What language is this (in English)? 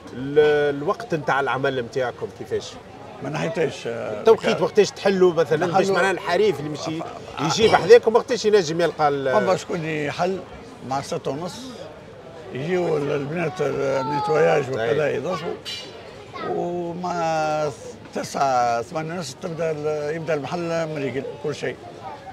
Tunisian Arabic